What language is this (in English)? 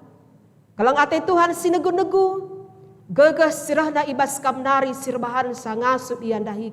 Batak Karo